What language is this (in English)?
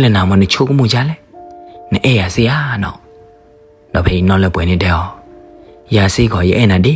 S'gaw Karen